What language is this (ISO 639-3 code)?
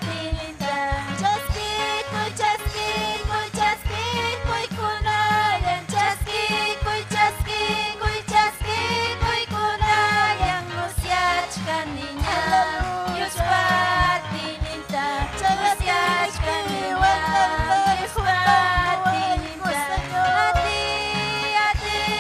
quy